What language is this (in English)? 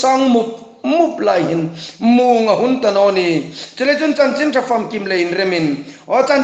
Hmar